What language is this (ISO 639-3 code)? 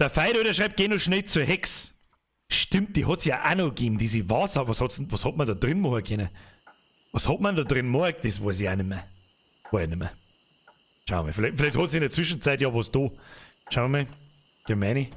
bar